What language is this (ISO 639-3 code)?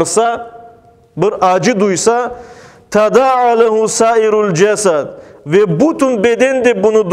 crh